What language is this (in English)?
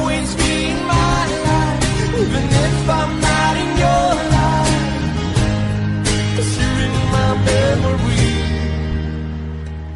English